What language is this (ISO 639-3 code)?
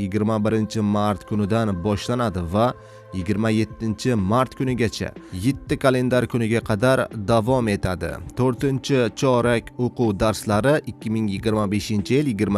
uzb